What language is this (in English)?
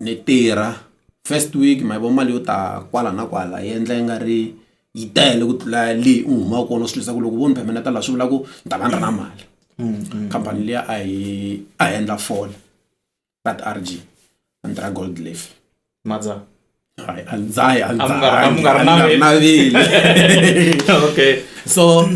Tsonga